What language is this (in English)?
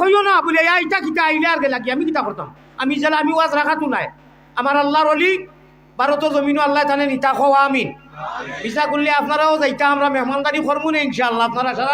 Sylheti